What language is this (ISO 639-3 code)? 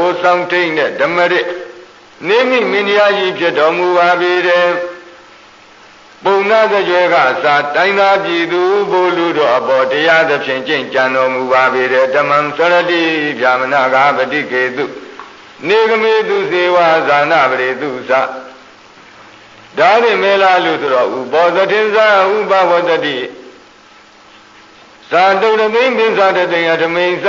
mya